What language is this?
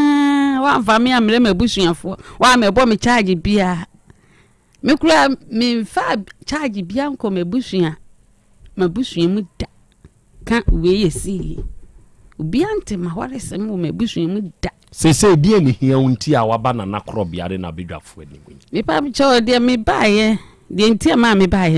Akan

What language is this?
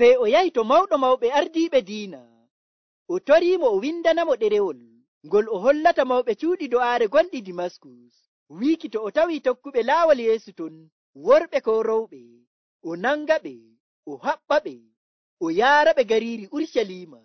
Nigerian Fulfulde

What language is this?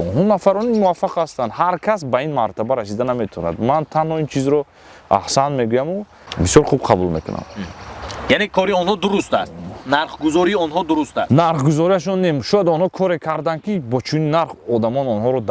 Tajik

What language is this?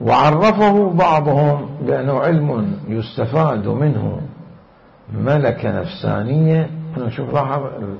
Mesopotamian Arabic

